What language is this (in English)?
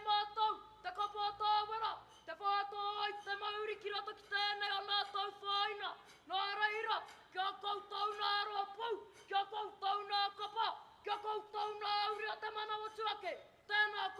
Māori